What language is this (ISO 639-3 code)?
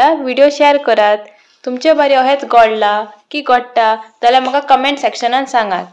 kok